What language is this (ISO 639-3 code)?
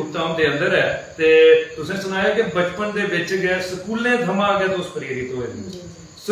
doi